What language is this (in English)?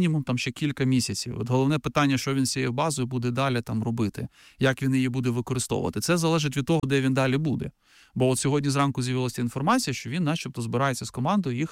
Ukrainian